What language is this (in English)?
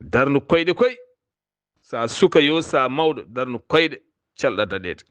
Fula